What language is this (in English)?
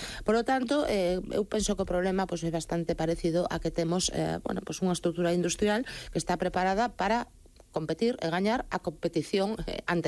Galician